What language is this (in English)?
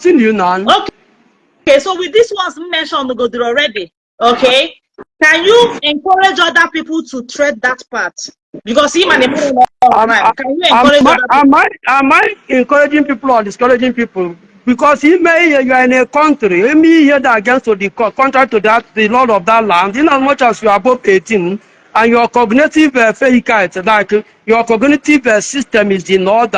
Igbo